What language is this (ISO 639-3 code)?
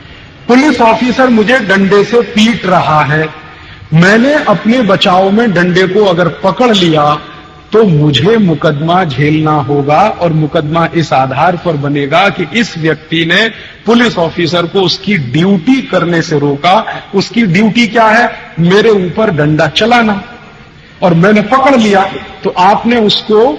hin